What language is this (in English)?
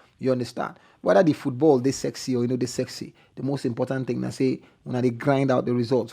Nigerian Pidgin